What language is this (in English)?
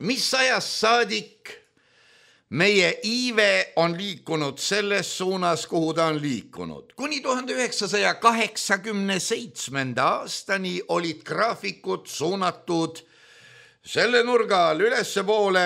Estonian